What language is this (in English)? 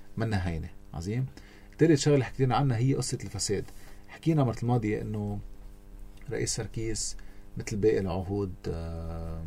North Levantine Arabic